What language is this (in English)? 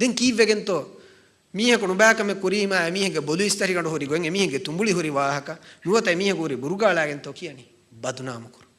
Divehi